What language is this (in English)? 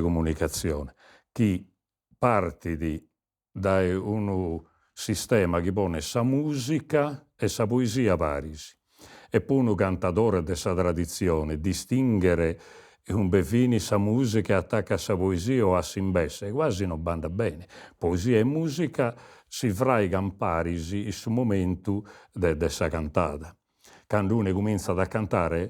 Sardinian